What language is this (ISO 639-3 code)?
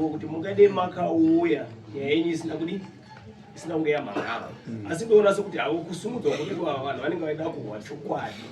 sna